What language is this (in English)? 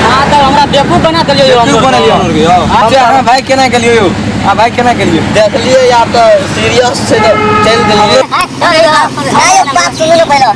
Maithili